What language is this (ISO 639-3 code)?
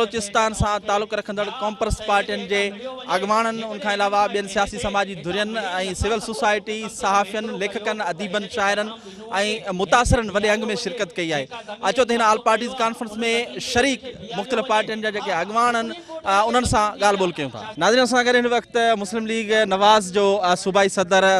snd